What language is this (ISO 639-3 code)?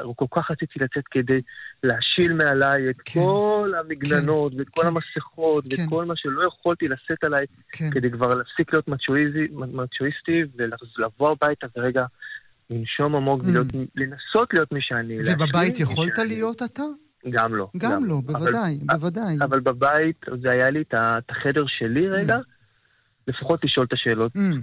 heb